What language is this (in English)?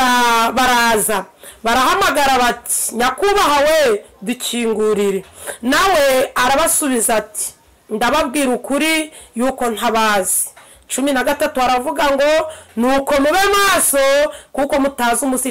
Kinyarwanda